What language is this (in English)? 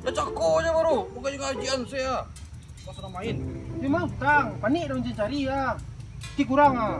Minangkabau